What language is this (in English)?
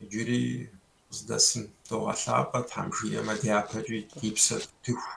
Kabardian